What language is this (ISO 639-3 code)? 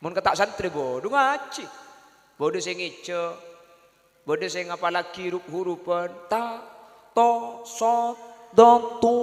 mad